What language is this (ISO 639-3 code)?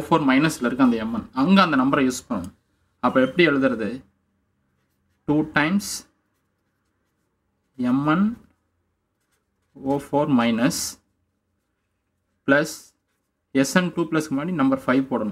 tam